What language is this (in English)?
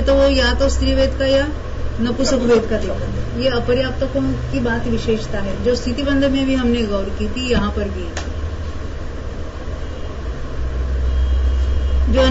Hindi